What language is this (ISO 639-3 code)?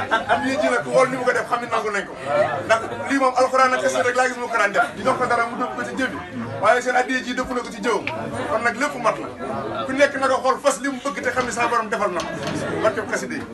wol